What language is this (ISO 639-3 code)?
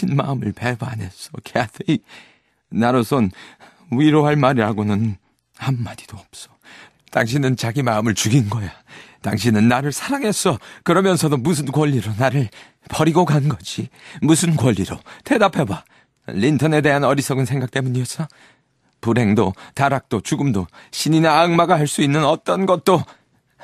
kor